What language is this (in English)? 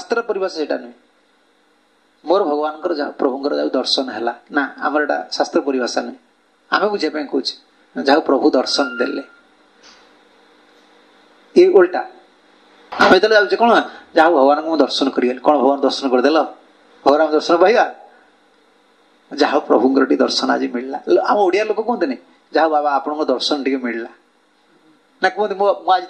Odia